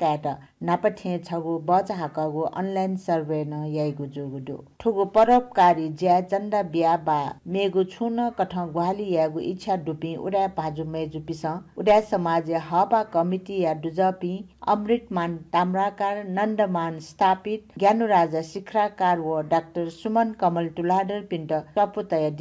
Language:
Newari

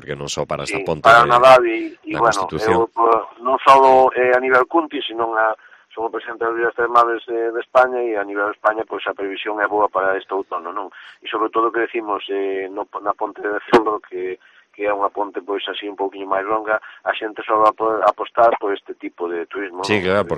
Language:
Galician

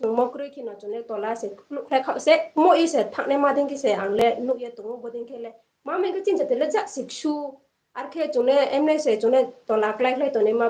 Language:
Riang (India)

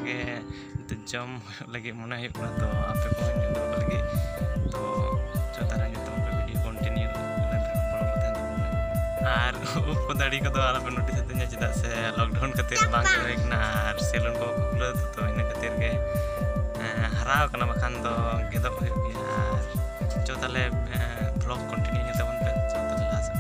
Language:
Santali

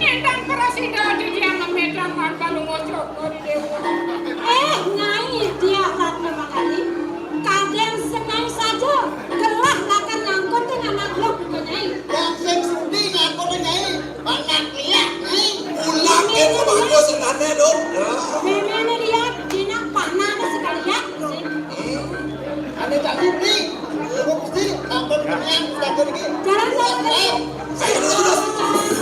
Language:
Balinese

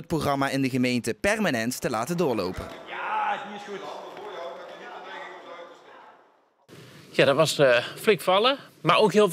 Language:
Dutch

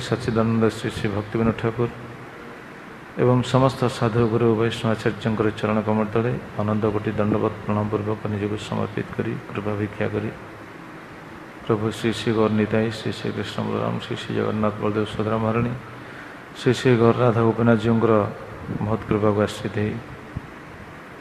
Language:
Odia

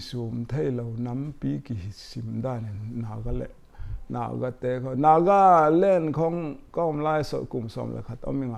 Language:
Paite Chin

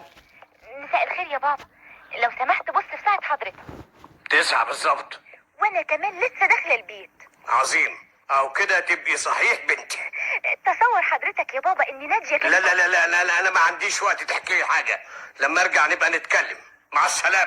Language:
Egyptian Arabic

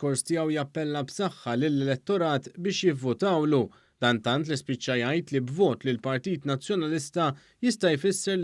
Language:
Maltese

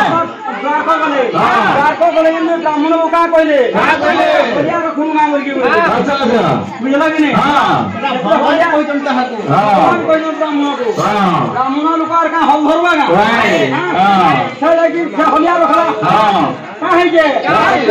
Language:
Bhojpuri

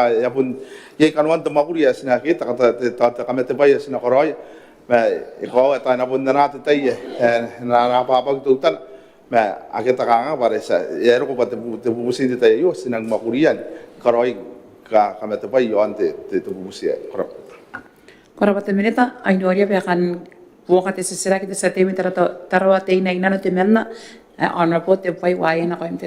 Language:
Gilbertese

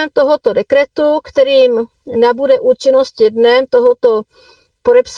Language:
Czech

